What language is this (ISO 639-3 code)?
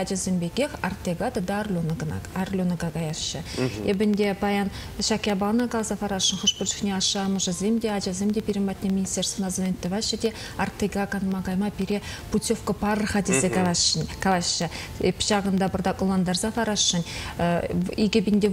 chv